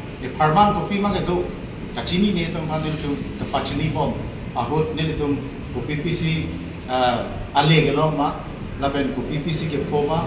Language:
Karbi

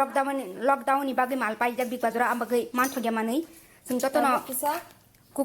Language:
Kok Borok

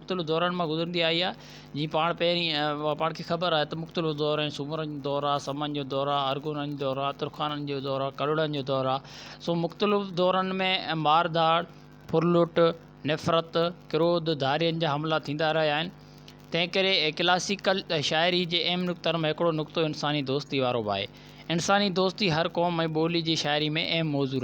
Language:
Sindhi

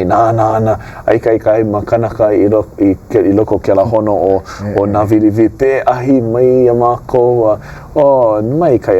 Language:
Hawaiian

